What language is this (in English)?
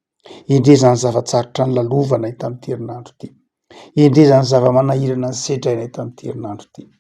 Malagasy